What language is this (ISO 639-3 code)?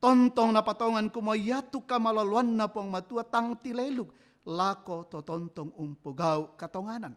sda